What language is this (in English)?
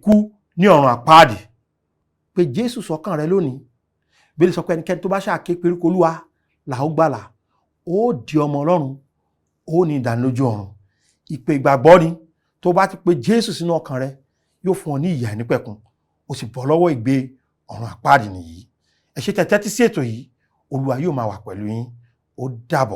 Yoruba